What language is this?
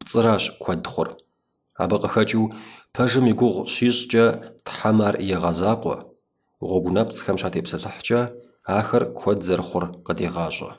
Kabardian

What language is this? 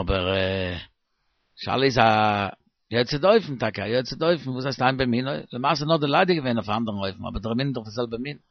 Yiddish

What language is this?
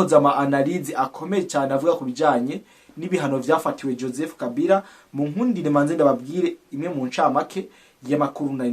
Rundi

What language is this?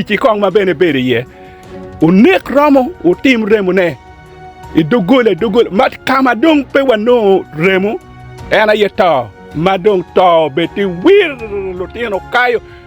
Acoli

